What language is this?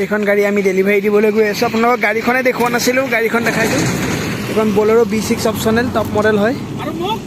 Assamese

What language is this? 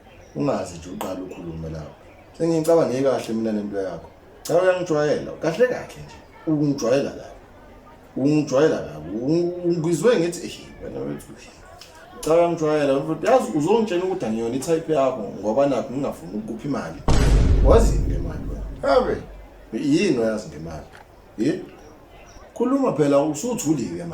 Zulu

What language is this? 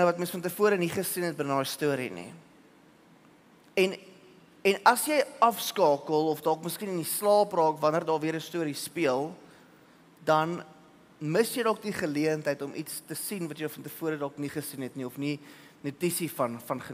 Afrikaans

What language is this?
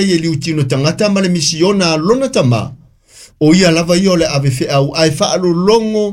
Samoan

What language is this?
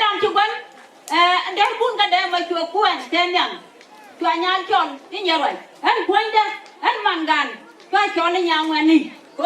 Nuer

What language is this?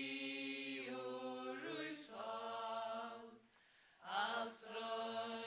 Faroese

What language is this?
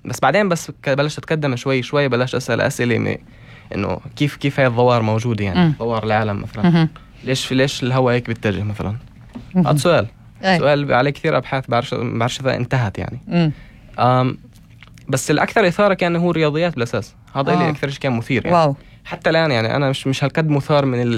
North Levantine Arabic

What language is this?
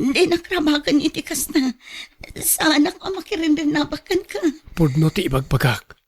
Iloko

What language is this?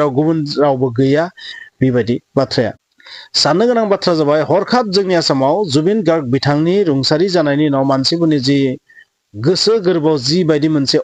Bodo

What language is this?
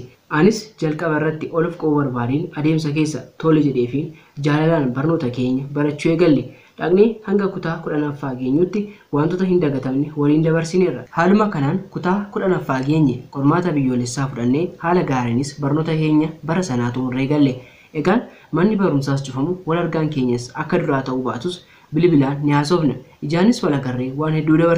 Oromo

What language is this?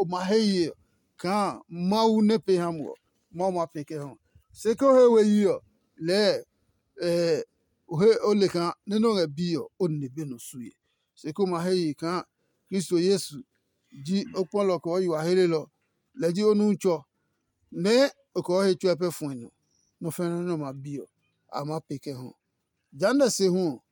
Adangme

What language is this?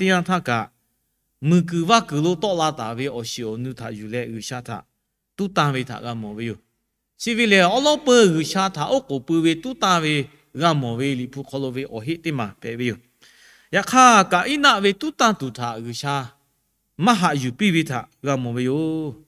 Lahu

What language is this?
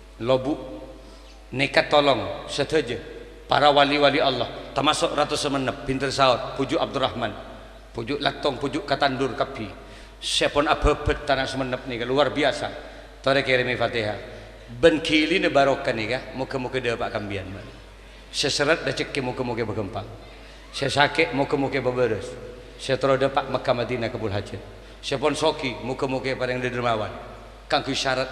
Madurese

